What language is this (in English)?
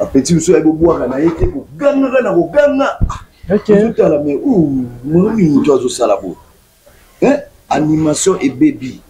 Lingala